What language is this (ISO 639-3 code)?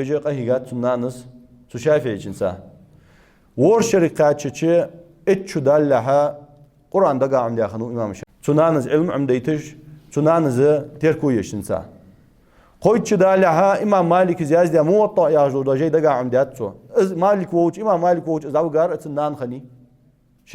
inh